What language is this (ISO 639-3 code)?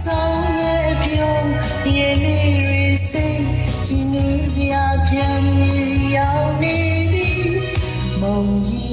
mya